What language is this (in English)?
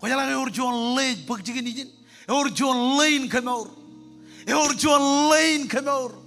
Marshallese